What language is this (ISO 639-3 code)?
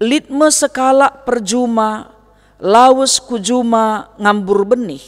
btx